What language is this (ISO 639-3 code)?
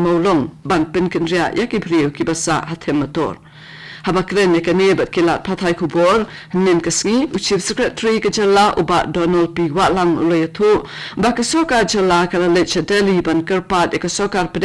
kha